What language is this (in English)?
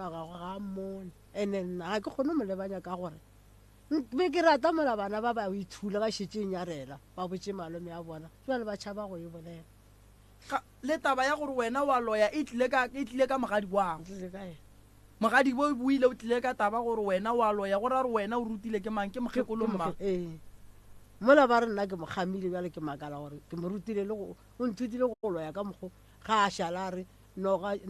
Northern Sotho